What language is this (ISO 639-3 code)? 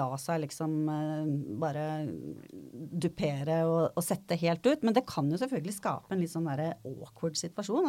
nor